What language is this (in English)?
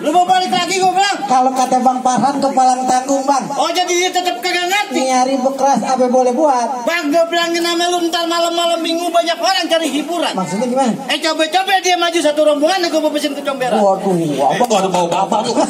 Betawi